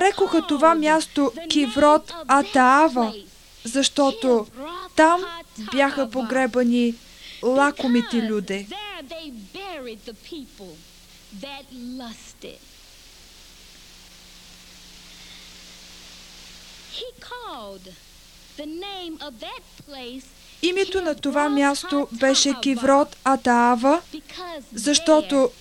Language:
Bulgarian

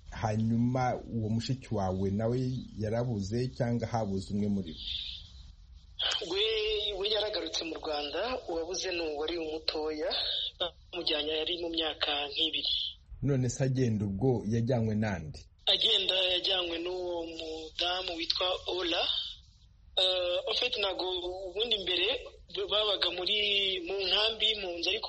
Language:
Kinyarwanda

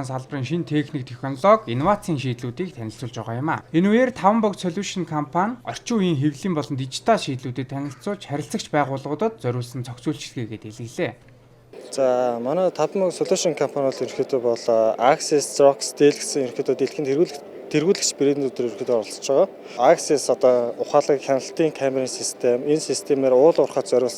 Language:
Mongolian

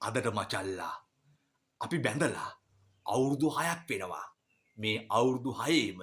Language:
Sinhala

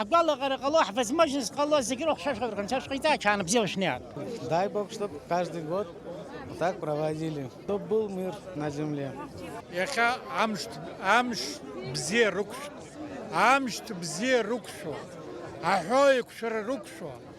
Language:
Abkhazian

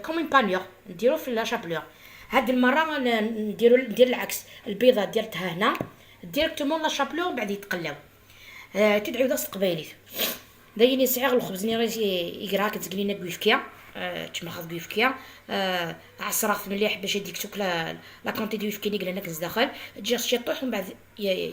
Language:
Algerian Arabic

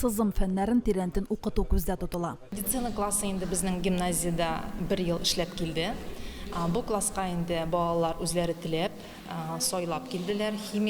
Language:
Tatar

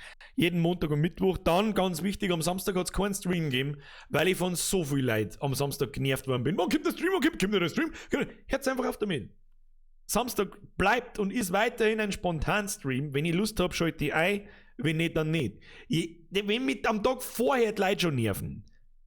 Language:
Bavarian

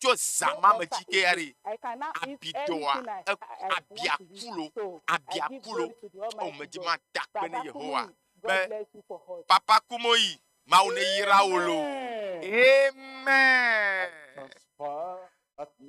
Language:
Ewe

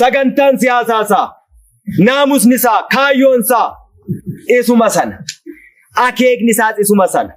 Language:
Oromo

